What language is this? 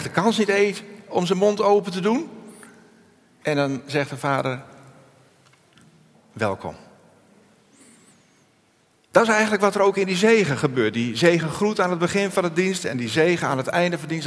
Dutch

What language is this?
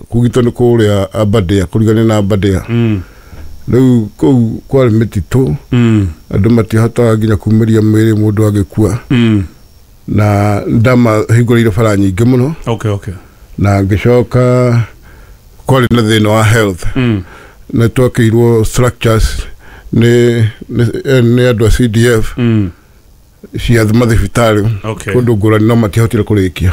Kikuyu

